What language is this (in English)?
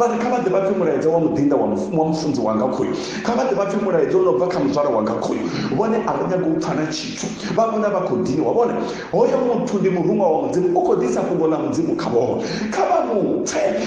Venda